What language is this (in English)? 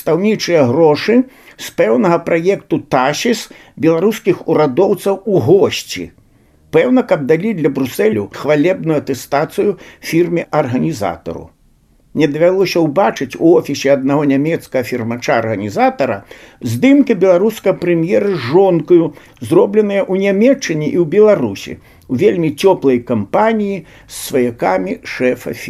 Belarusian